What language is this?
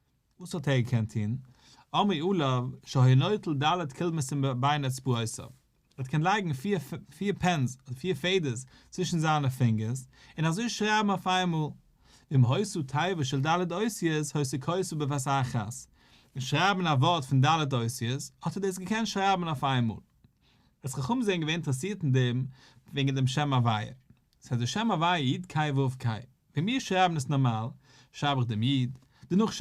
Yiddish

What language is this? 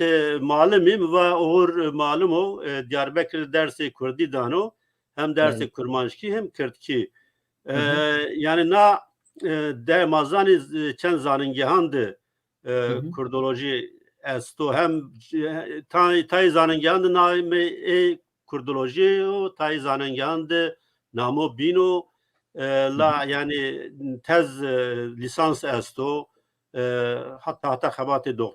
Zaza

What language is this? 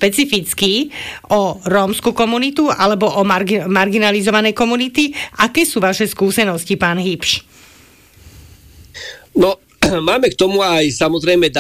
Slovak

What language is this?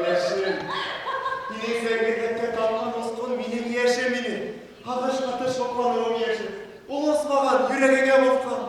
Bashkir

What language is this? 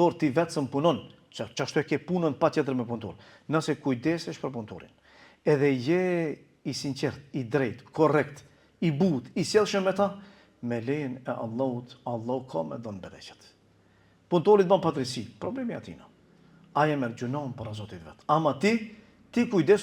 Albanian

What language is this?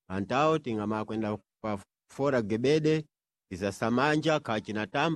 Sena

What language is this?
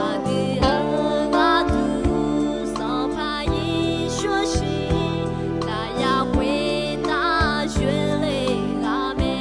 Akha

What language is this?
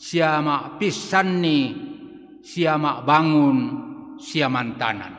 Toraja-Sa'dan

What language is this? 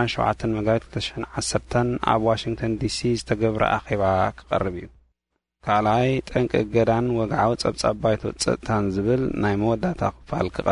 Tigrinya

